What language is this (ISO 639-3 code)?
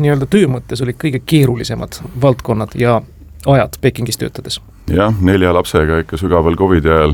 est